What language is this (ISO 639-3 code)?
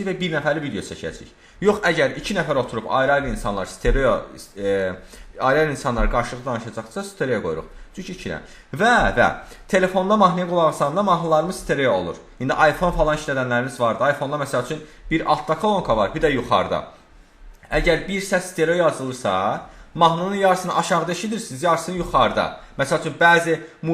aze